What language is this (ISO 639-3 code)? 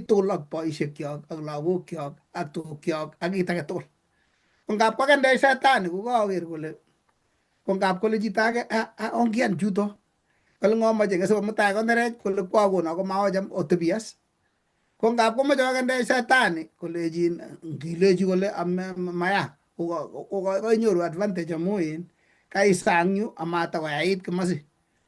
kln